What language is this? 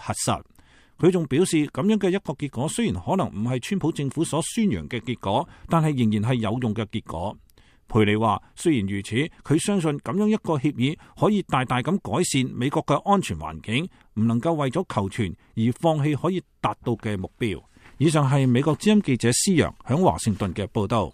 Cantonese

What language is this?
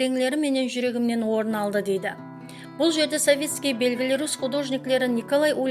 Kara-Kalpak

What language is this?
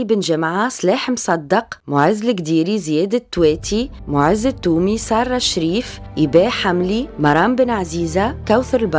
Tunisian Arabic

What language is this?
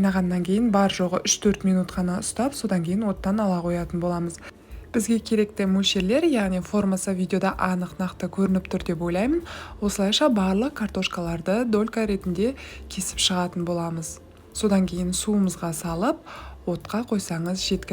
Kazakh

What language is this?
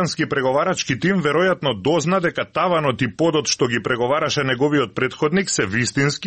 Macedonian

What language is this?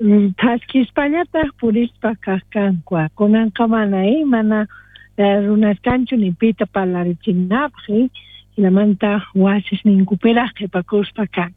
South Bolivian Quechua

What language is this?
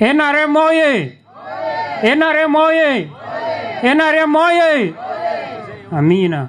Nyankole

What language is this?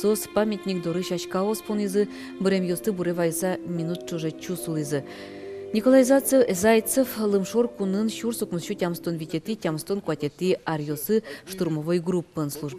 Udmurt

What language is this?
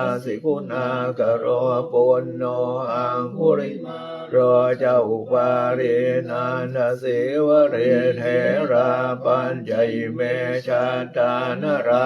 Pali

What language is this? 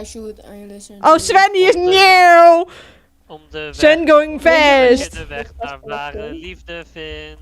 Western Frisian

